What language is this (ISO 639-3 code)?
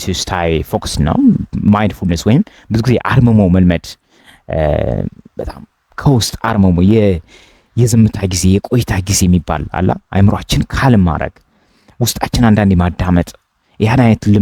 amh